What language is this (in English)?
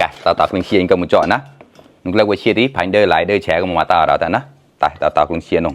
Mon